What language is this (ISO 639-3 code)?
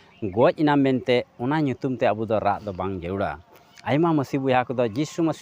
sat